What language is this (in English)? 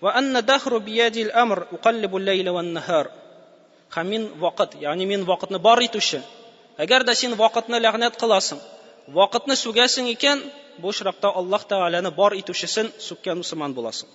Tatar